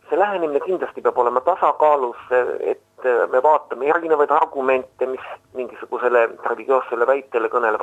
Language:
Estonian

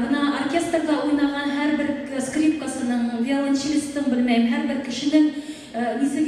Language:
Bashkir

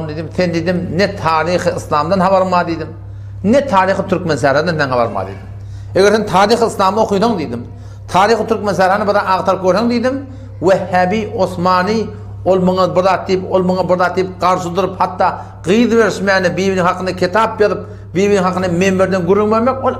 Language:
Turkmen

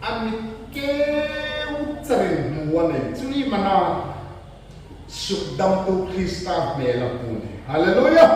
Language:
Hmar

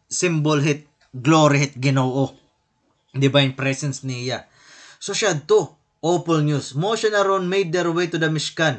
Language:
Waray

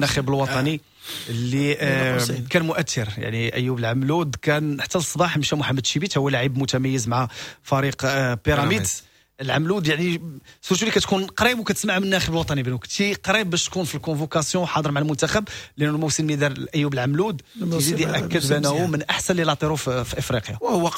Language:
Moroccan Arabic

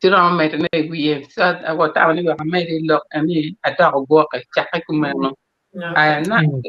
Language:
Acoli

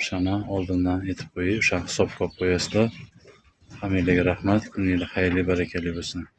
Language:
Uzbek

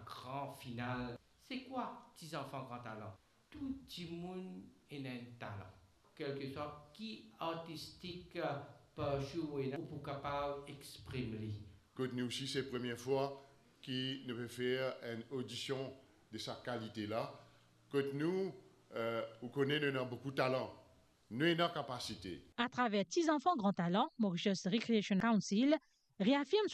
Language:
Morisyen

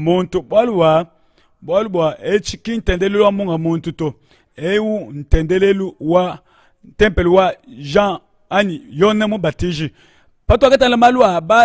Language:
Luba-Lulua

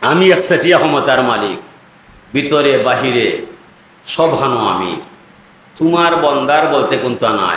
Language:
Sylheti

